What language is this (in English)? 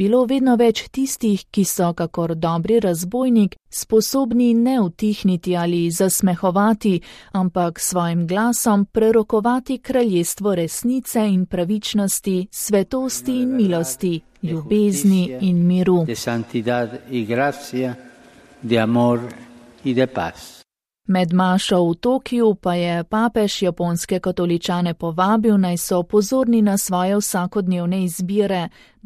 Slovenian